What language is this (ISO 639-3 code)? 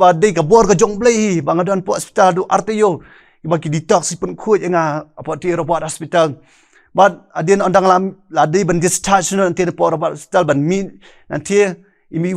kha